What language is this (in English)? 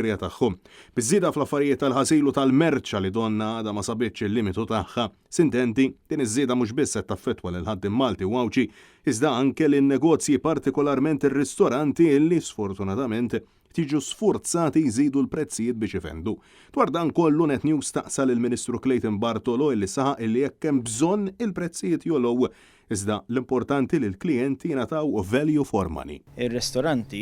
Maltese